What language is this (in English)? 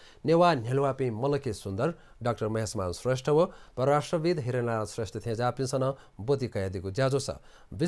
Newari